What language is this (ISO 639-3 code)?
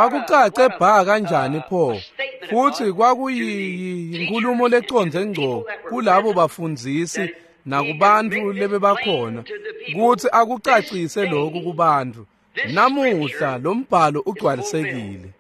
ssw